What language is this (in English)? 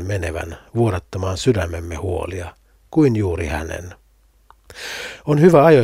Finnish